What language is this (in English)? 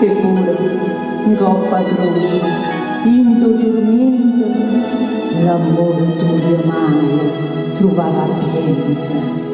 Neapolitan